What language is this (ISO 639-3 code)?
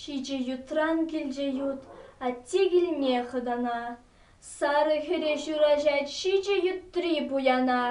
chv